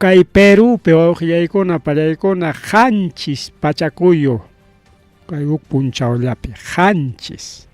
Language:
Ayacucho Quechua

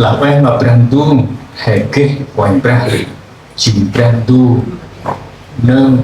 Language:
Central Mnong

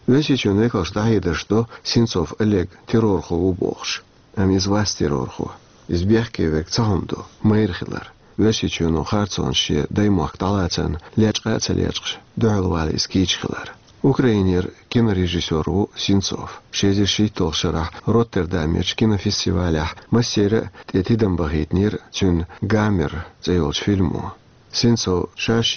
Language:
Chechen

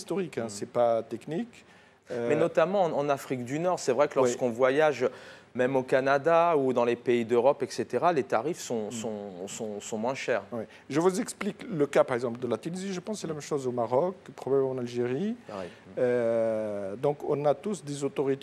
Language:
French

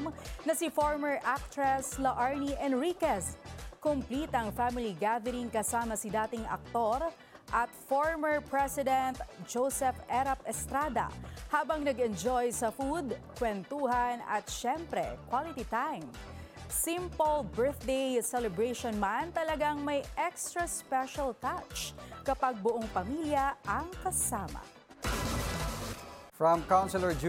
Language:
Filipino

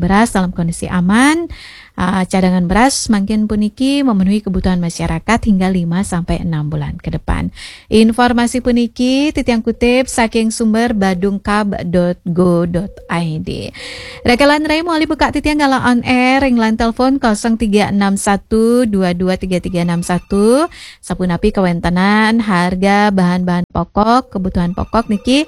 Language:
Balinese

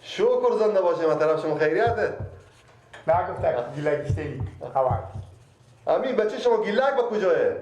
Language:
Persian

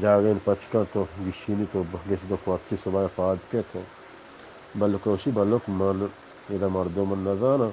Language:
Baluchi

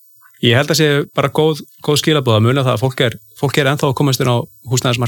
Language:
Icelandic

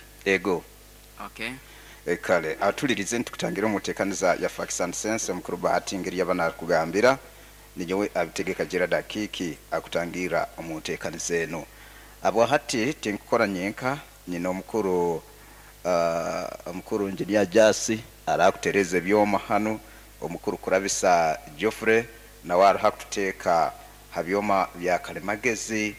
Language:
Nyoro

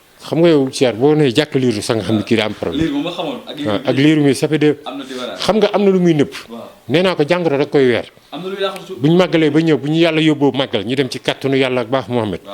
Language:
Wolof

